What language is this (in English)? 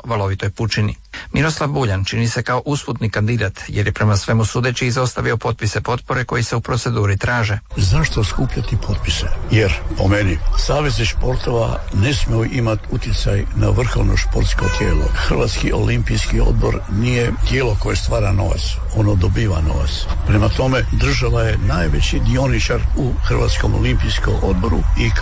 Croatian